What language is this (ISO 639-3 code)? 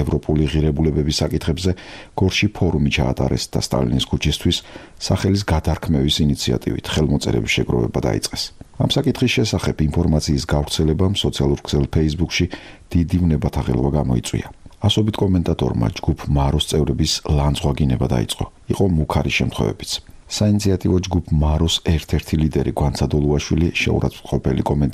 kat